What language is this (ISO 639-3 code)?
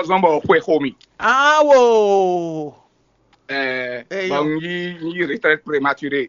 fon